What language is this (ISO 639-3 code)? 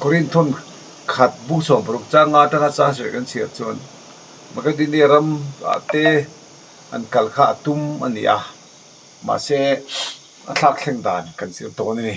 lus